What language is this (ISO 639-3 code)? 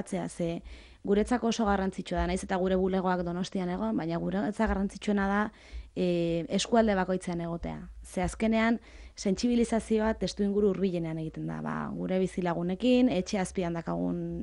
eus